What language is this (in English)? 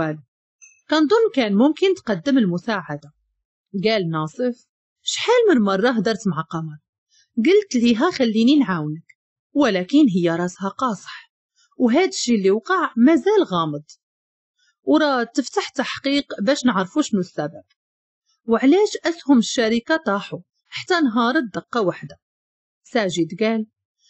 Moroccan Arabic